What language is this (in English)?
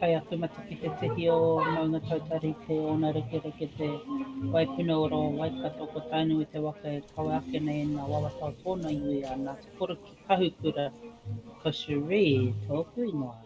Māori